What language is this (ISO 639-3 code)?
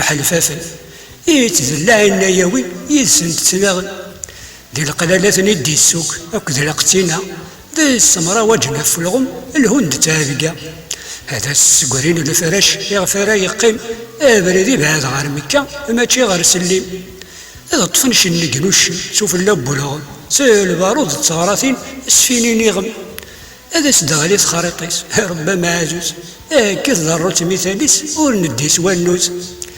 kab